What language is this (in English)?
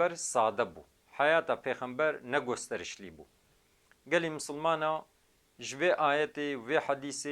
Kurdish